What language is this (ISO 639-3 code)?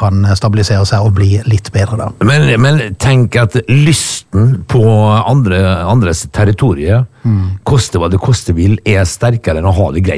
nor